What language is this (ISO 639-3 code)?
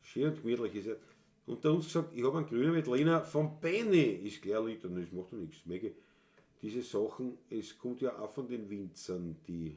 bar